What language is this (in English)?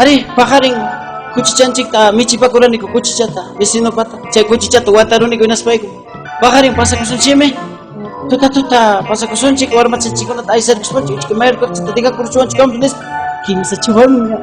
Ayacucho Quechua